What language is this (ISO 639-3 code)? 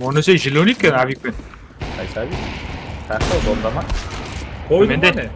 kaa